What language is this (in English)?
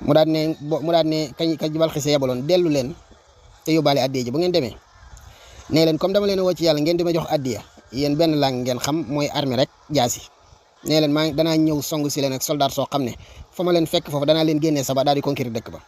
Wolof